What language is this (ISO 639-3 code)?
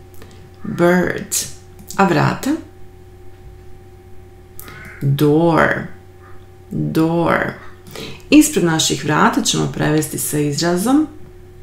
hrv